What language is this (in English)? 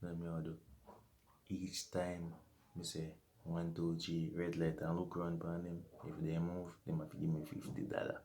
Jamaican Creole English